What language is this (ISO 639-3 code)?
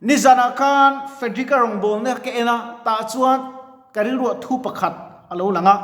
lus